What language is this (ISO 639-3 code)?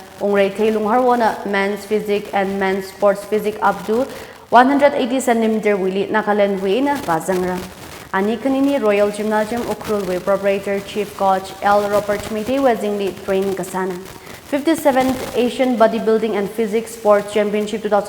nmf